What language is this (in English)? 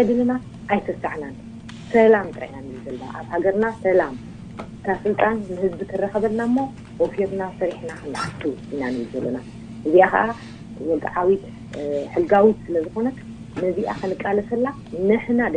Tigrinya